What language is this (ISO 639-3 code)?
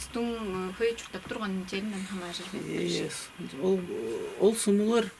tyv